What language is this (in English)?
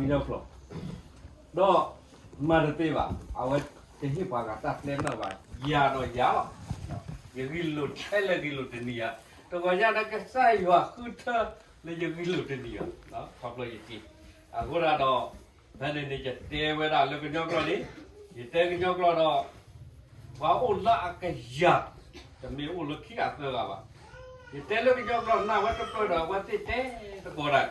S'gaw Karen